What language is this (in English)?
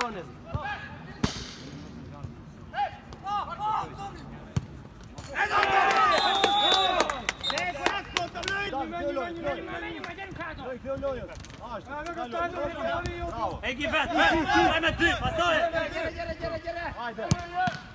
Hungarian